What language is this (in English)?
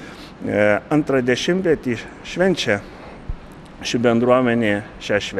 Lithuanian